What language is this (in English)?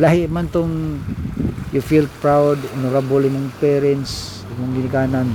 Cebuano